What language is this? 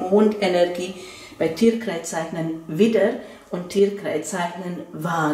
German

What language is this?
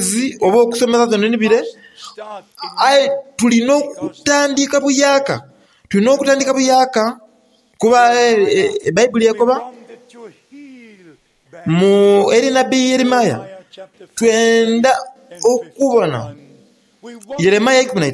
Soga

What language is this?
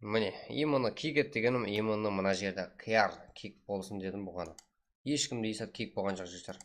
Kara-Kalpak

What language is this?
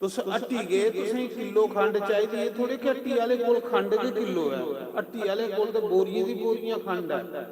Dogri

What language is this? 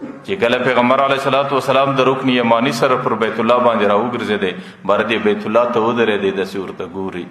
Pashto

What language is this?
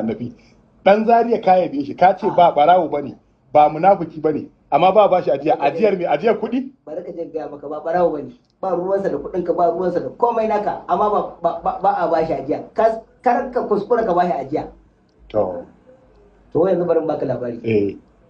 Hausa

